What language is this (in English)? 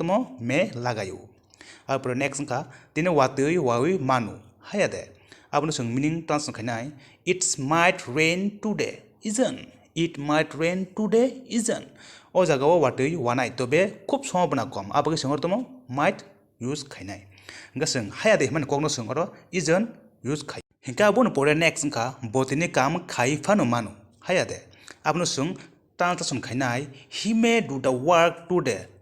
Kok Borok